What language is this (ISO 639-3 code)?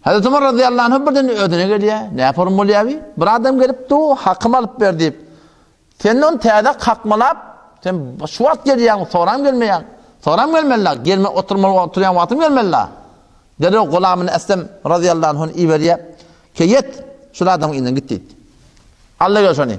tuk